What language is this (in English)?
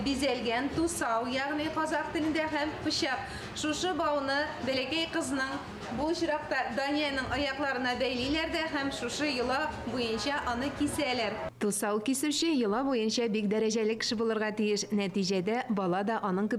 Tatar